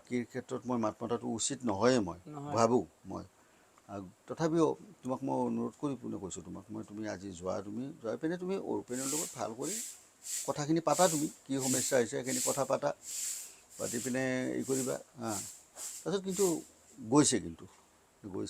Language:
Assamese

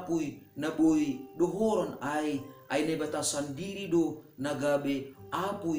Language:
Batak Simalungun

